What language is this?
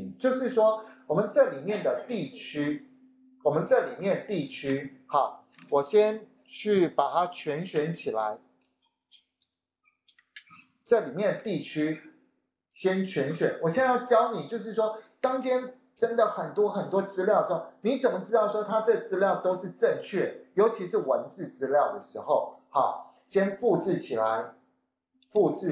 Chinese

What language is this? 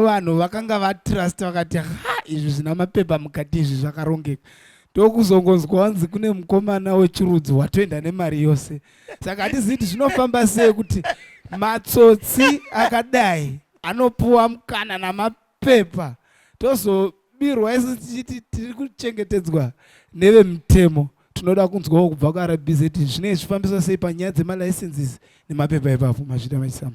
Shona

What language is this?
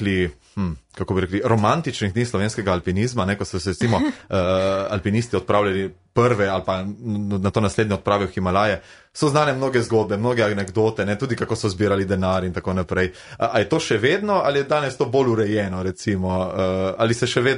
Slovenian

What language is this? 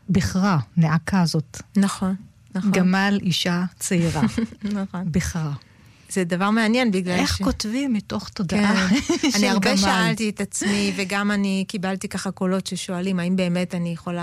Hebrew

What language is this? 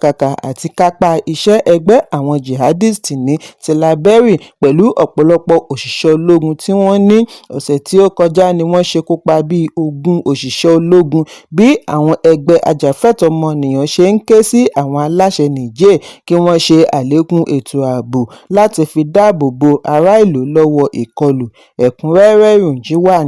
Yoruba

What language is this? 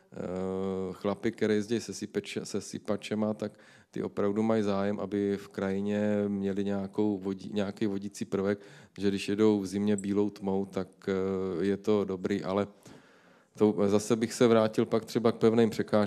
Czech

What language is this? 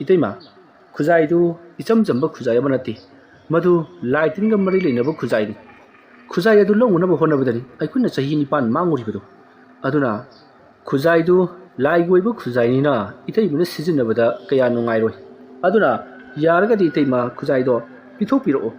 Manipuri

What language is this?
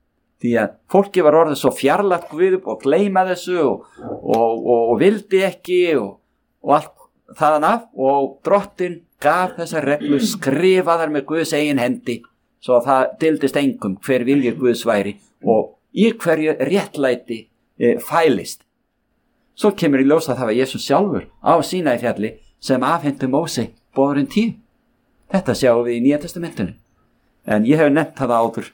Icelandic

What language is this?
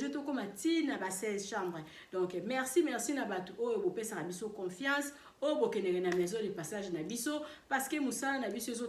Lingala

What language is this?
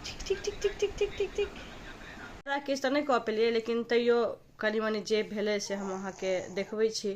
Maithili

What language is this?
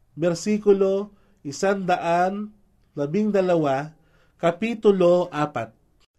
Filipino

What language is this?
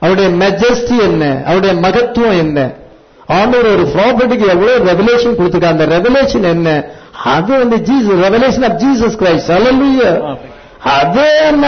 Tamil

